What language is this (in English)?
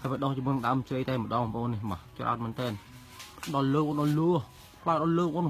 Khmer